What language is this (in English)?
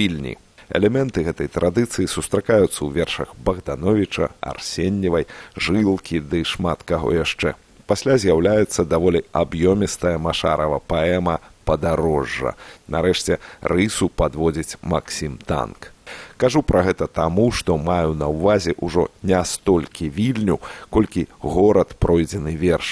Belarusian